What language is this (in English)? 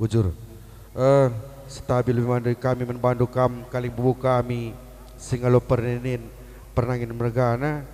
Batak Karo